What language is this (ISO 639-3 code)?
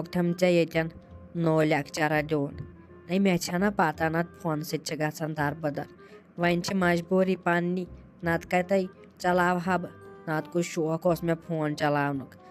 kas